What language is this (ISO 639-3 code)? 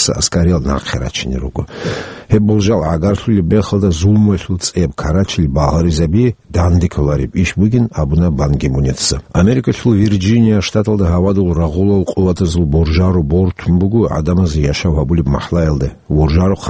ava